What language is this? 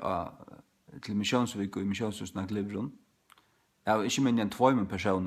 Faroese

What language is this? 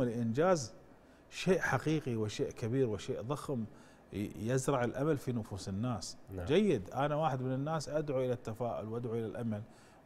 Gulf Arabic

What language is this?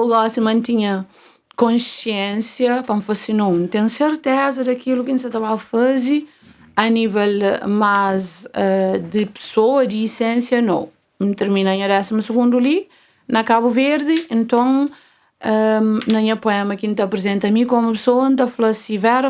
Kabuverdianu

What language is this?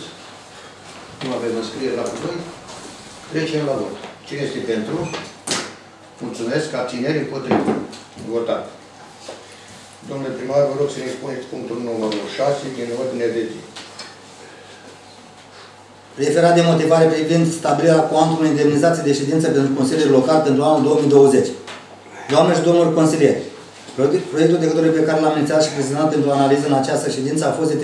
Romanian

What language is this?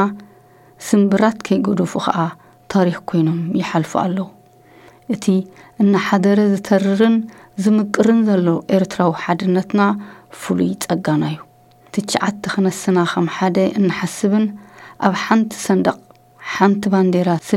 Tigrinya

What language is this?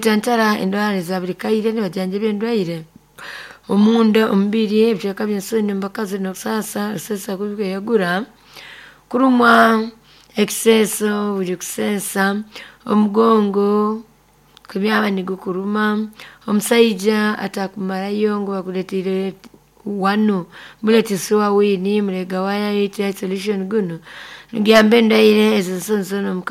Nyoro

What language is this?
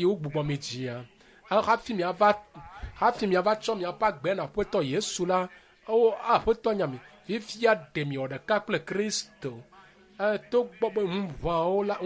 Ewe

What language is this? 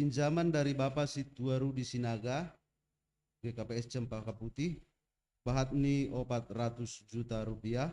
Batak Simalungun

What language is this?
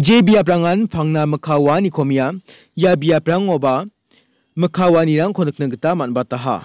Garo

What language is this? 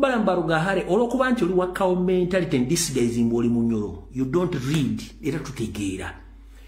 Ganda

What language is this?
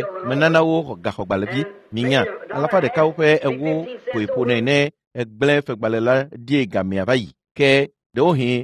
Ewe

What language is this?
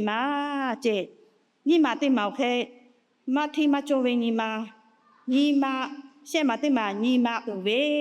Lahu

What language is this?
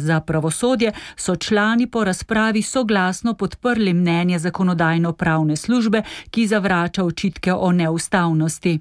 Slovenian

